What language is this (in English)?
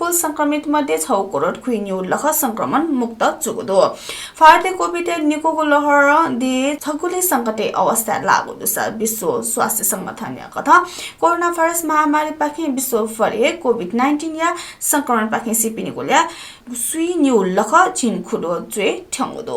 Newari